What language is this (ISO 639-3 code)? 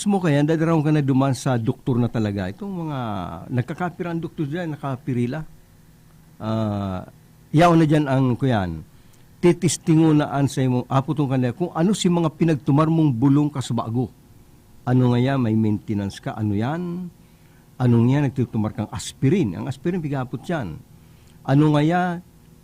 bik